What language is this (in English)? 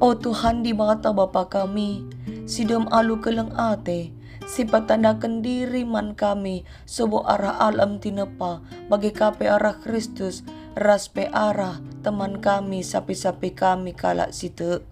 Batak Karo